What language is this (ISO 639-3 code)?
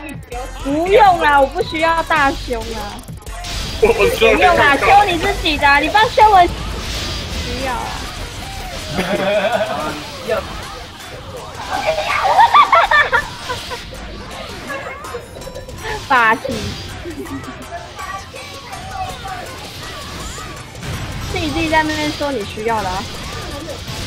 zho